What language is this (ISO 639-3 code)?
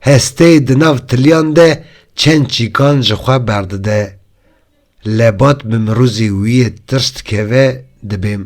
kur